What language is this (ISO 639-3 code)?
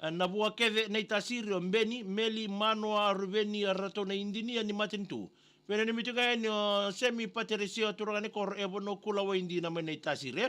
fij